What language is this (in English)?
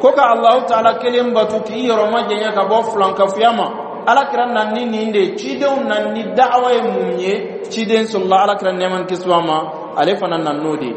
Dyula